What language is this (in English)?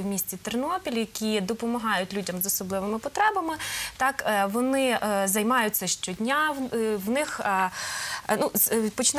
Ukrainian